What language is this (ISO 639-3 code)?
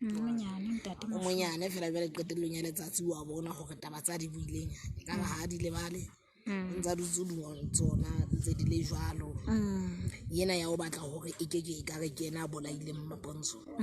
sot